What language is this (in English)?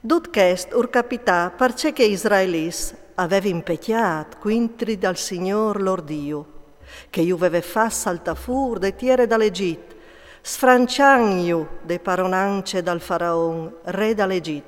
Friulian